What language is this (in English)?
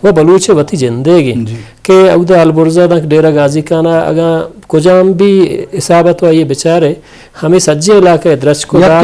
Eastern Balochi